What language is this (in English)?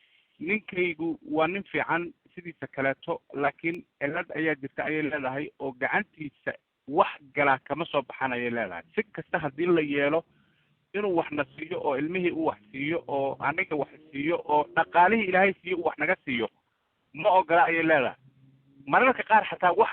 Somali